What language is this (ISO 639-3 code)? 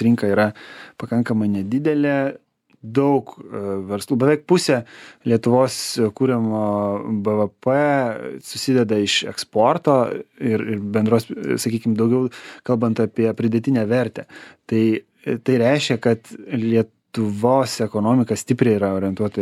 lit